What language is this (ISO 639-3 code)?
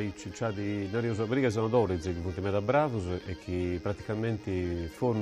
srd